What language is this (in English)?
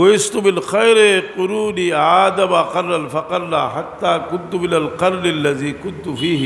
Sylheti